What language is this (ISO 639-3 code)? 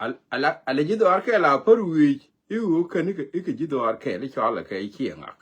nus